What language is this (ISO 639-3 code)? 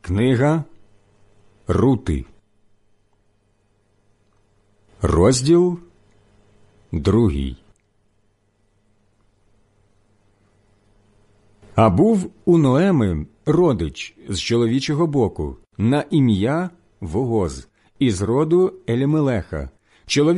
ukr